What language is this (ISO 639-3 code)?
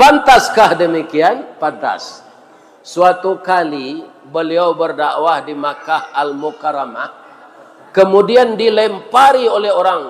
min